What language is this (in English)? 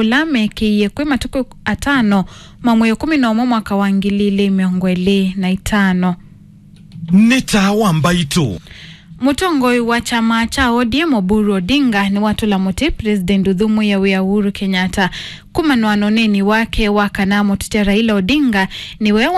Kamba